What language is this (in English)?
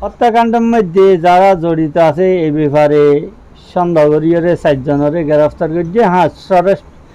Rohingya